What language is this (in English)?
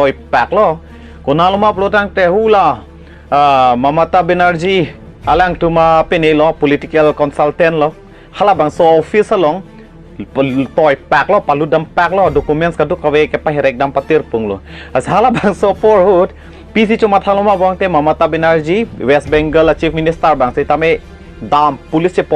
Karbi